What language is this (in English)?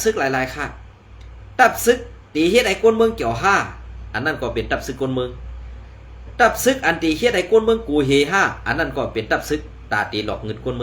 Shan